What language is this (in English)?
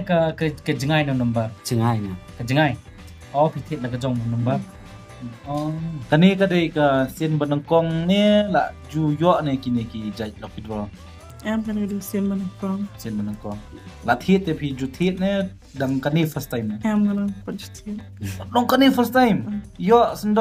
Khasi